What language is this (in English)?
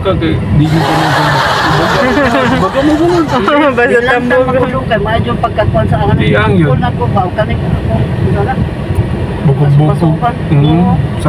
Cebuano